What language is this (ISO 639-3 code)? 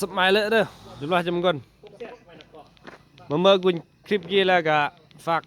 lao